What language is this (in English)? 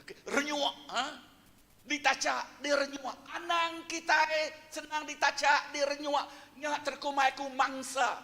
Iban